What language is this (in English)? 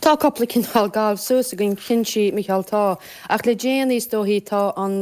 Irish